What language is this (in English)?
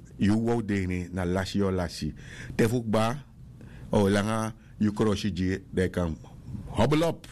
Sranan Tongo